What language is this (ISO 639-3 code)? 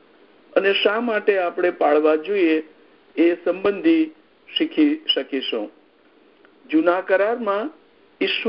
guj